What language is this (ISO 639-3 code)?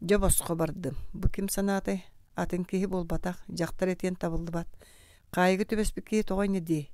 sah